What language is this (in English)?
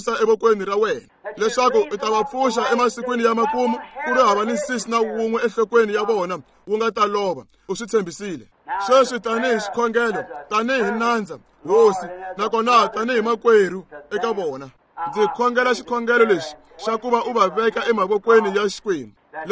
Tsonga